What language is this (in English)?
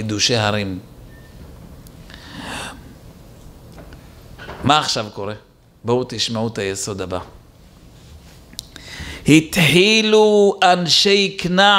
Hebrew